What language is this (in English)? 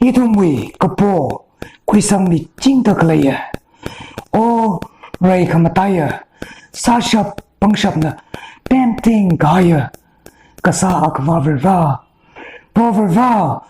Tangkhul Naga (India)